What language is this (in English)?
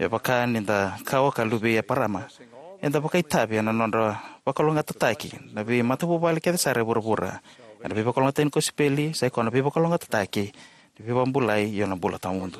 Fijian